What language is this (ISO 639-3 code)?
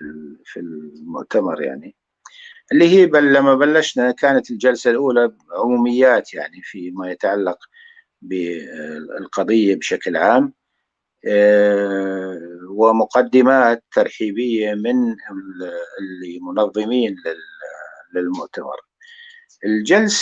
apc